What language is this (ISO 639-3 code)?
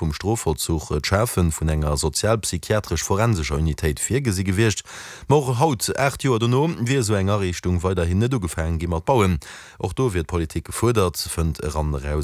ltz